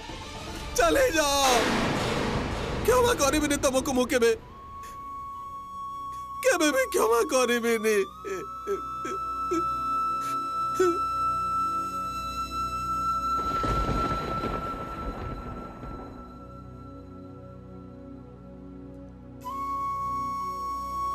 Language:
Odia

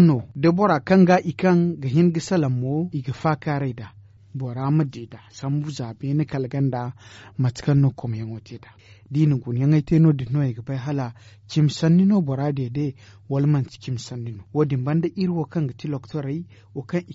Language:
Zarma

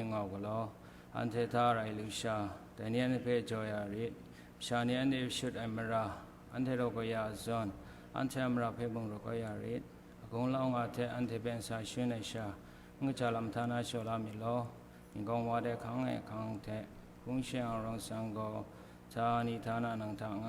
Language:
Kachin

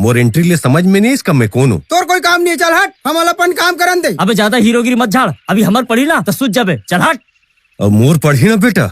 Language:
Chhattisgarhi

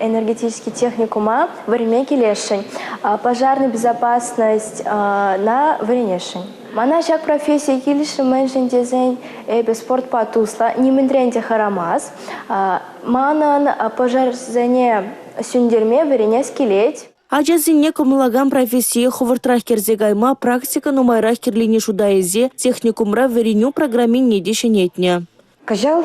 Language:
Chuvash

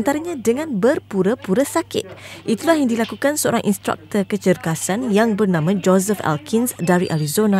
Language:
Malay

